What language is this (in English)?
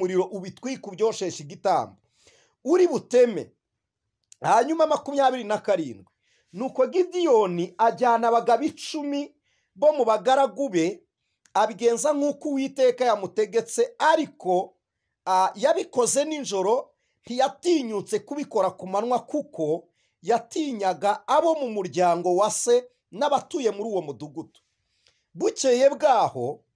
Kinyarwanda